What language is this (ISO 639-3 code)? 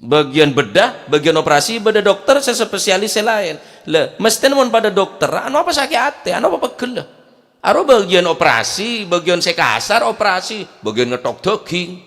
mad